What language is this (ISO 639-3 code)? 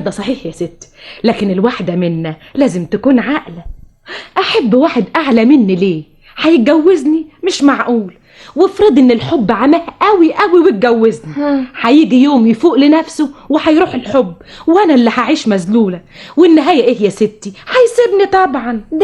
arz